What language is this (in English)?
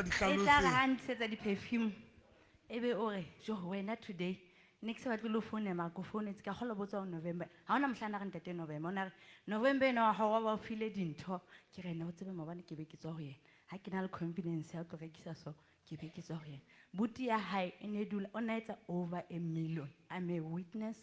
Southern Sotho